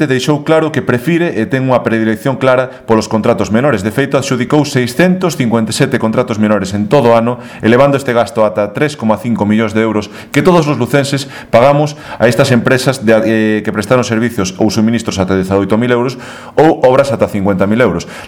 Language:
Galician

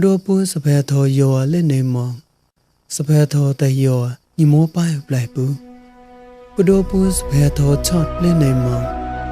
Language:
Mon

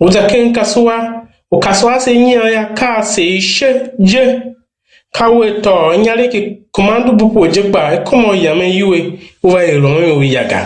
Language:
Tiv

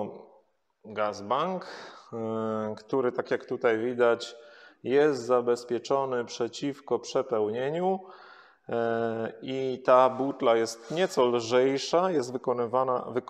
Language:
Polish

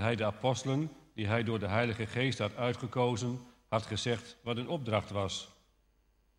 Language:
Dutch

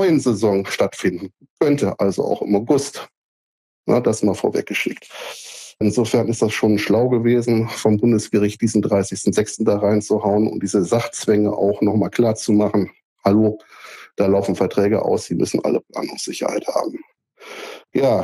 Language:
German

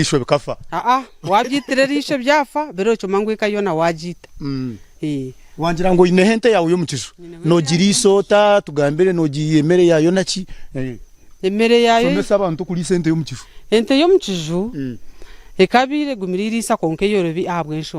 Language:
Nyankole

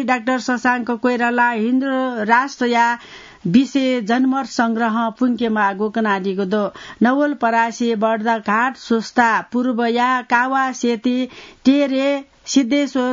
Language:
Newari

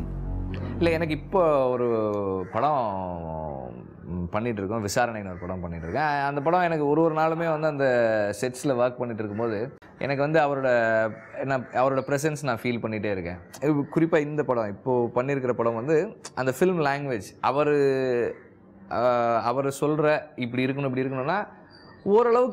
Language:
Tamil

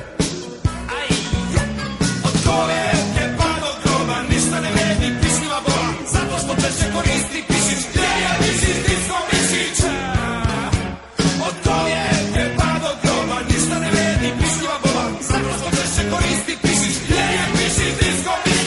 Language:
Serbian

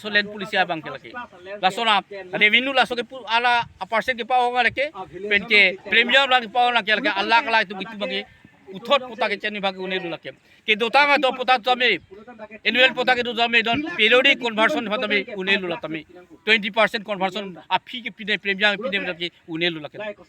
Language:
Karbi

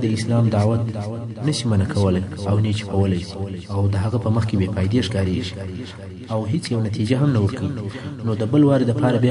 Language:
Pashto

